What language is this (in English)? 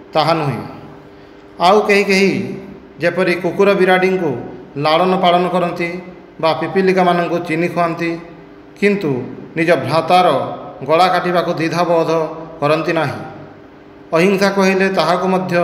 Odia